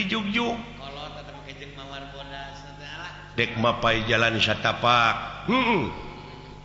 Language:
Sundanese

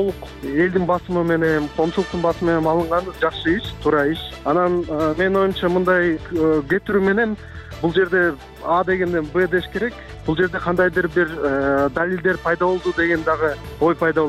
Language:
Kyrgyz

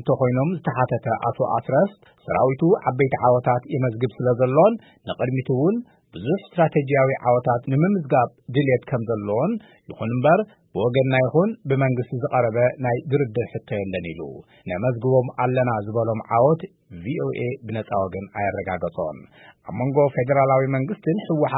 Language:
Tigrinya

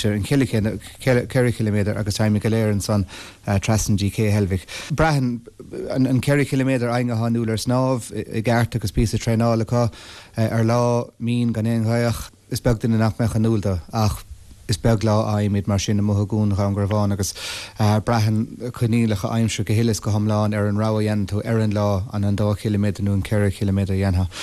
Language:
Irish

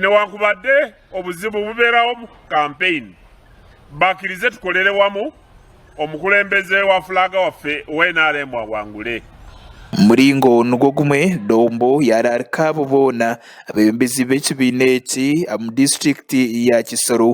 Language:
Nyankole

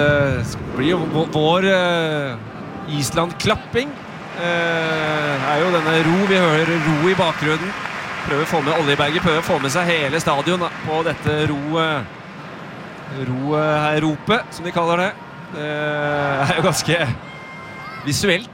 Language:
Norwegian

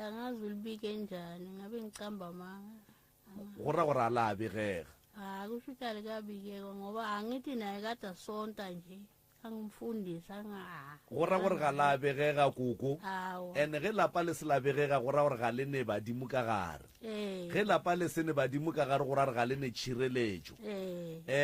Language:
Northern Sotho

